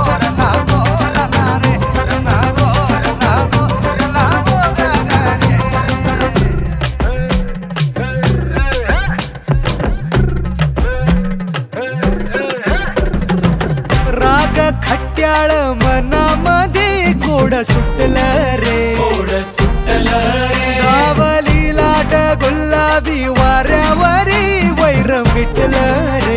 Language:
Marathi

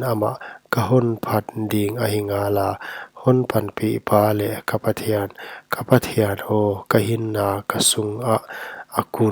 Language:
Paite Chin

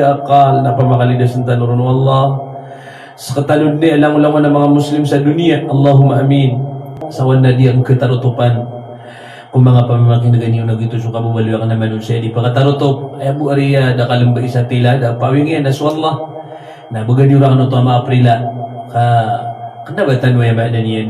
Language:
Maranao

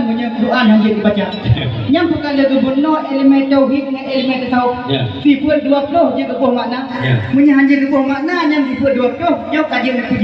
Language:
Achinese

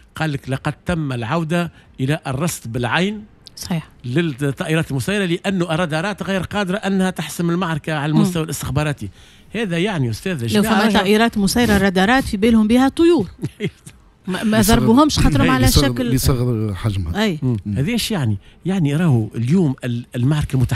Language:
Tunisian Arabic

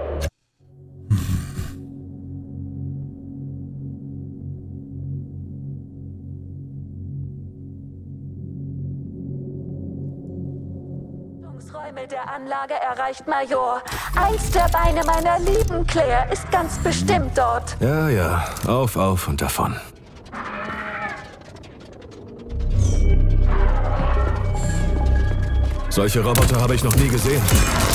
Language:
German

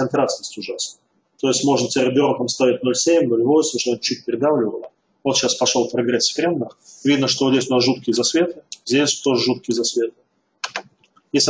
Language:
Russian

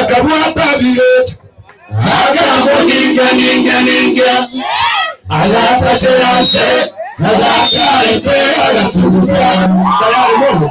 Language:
Gusii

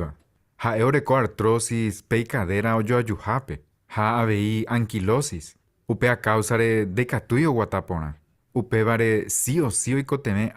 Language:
Guarani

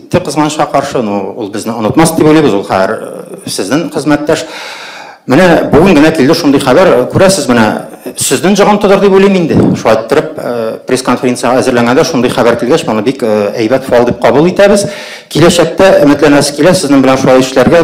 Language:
Tatar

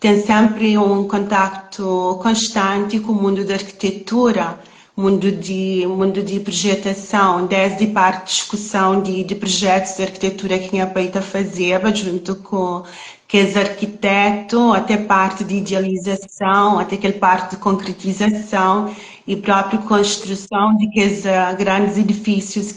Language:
Kabuverdianu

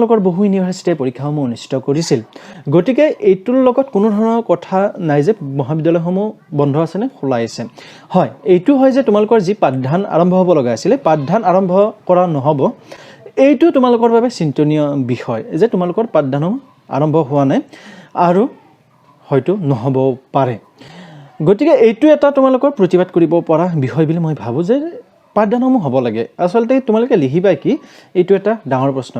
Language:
Assamese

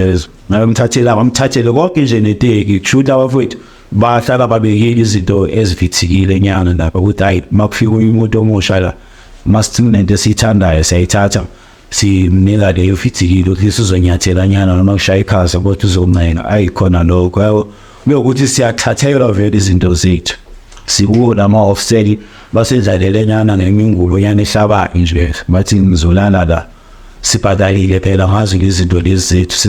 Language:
Zulu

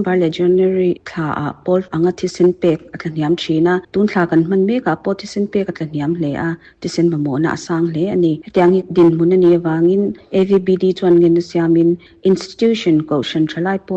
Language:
Mizo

